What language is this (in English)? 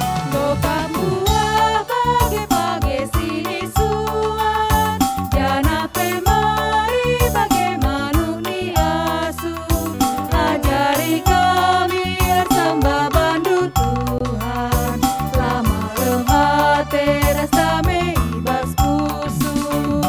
Batak Karo